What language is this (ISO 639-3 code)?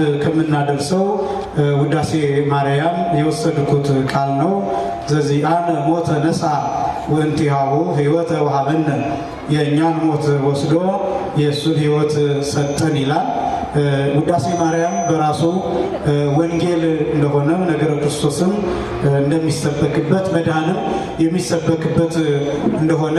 amh